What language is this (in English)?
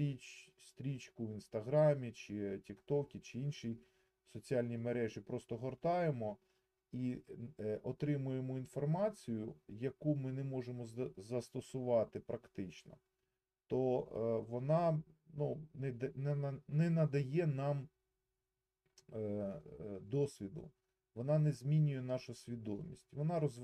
Ukrainian